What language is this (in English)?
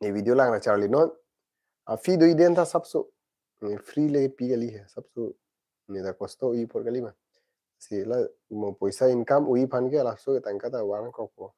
Karbi